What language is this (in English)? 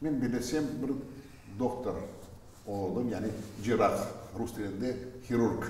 Crimean Tatar